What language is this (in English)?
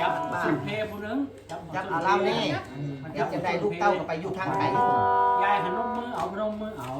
Northeastern Thai